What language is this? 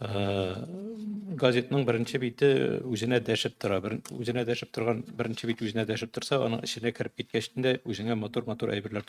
Tatar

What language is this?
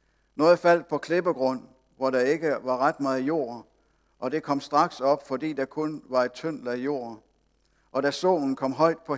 Danish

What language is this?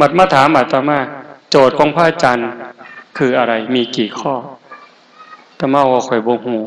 Lao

